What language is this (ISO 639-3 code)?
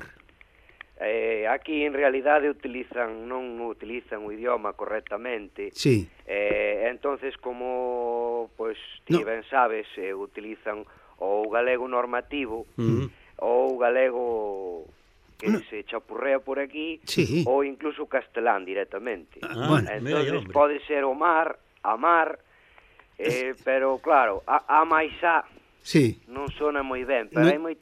glg